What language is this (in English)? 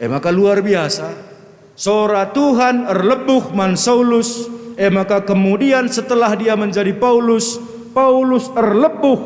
Batak Karo